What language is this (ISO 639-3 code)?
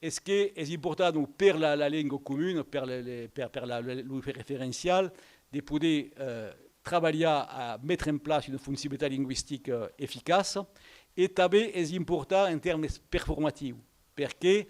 oci